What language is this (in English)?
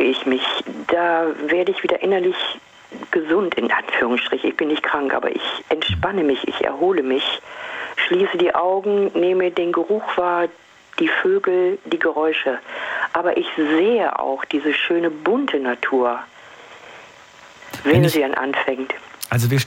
German